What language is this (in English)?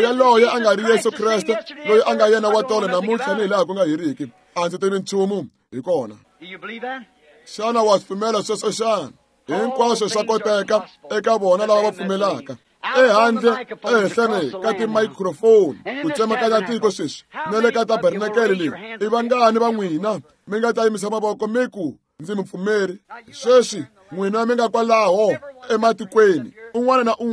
Tsonga